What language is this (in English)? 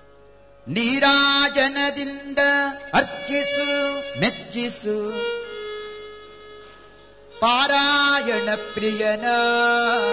Kannada